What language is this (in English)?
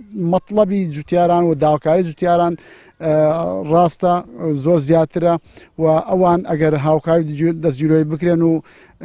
Central Kurdish